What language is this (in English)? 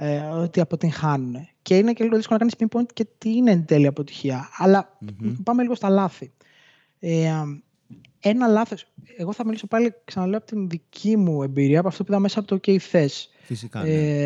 Greek